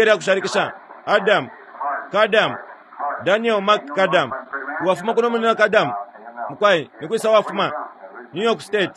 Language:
Bemba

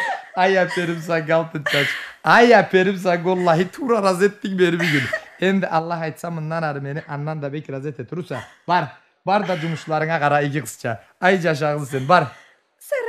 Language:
Karachay-Balkar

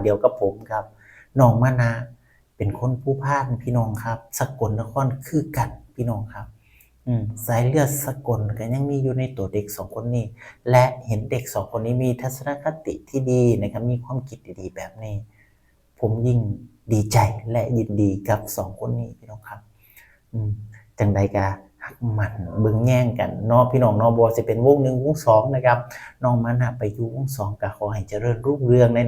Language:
Northeastern Thai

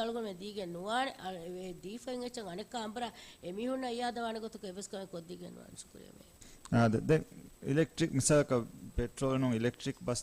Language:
Divehi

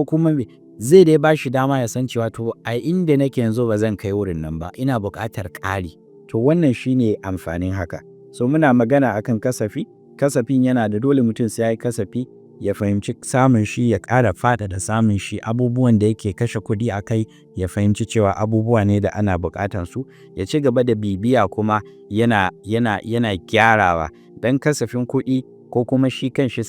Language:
Hausa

